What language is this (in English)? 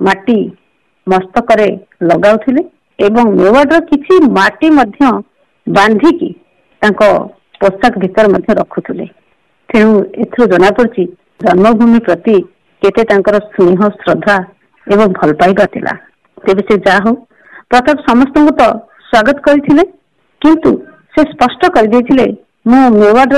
Odia